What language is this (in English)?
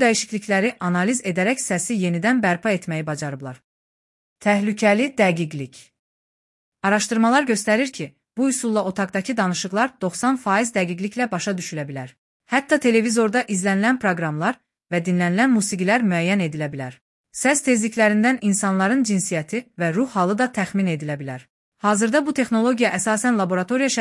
Azerbaijani